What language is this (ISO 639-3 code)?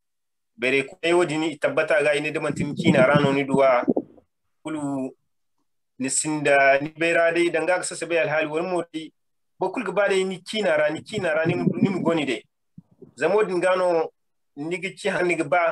dje